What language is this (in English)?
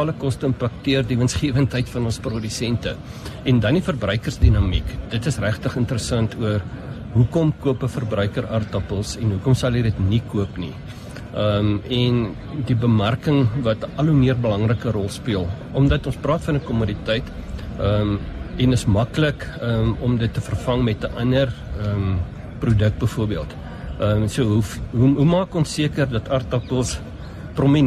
Afrikaans